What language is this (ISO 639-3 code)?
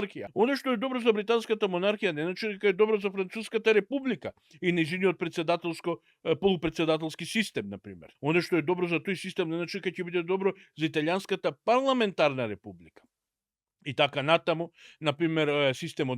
mkd